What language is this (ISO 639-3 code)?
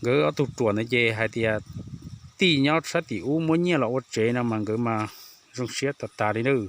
hmn